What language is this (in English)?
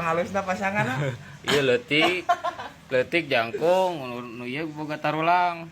Sundanese